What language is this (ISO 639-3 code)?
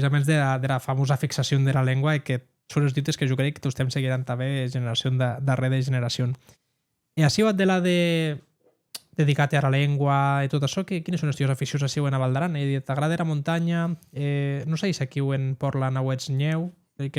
oci